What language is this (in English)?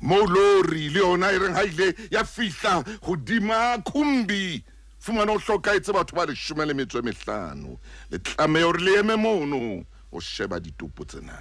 Southern Sotho